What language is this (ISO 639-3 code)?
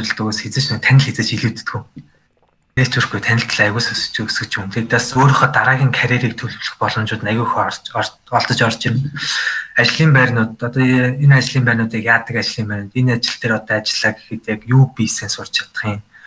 mon